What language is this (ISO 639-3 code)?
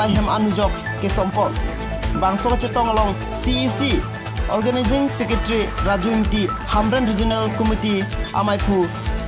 mjw